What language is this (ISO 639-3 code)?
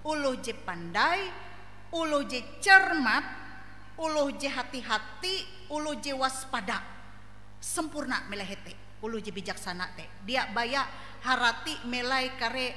nij